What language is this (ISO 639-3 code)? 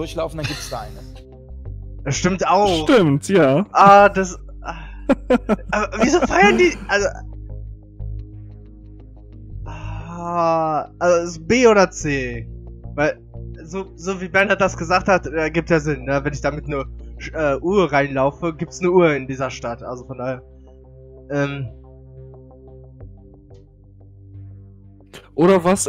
deu